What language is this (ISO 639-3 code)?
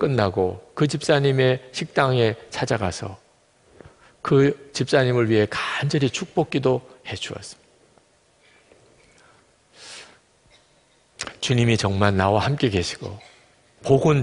kor